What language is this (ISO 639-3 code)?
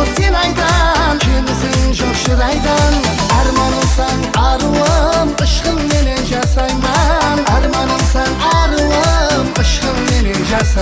kaa